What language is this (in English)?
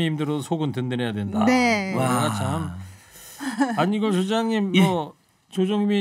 Korean